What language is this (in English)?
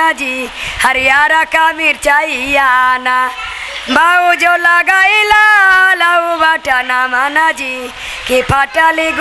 Magahi